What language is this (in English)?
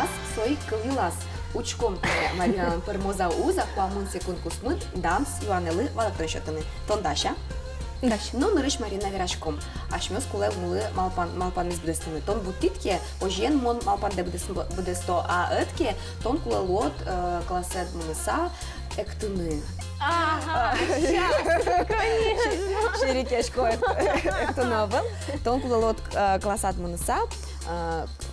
Udmurt